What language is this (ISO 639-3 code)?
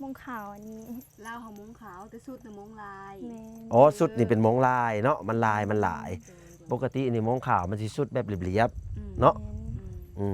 lao